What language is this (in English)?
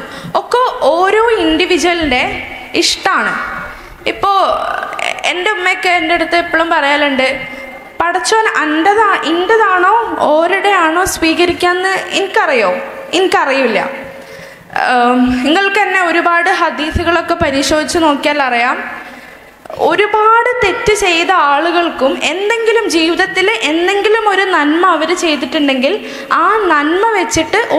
Malayalam